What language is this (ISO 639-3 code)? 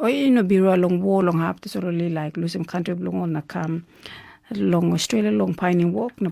tpi